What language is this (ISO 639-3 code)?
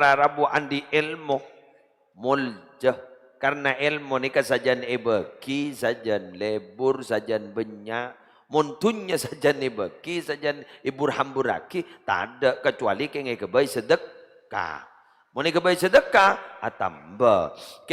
mad